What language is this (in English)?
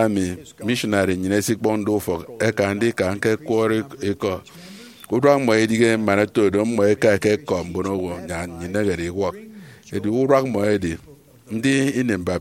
Efik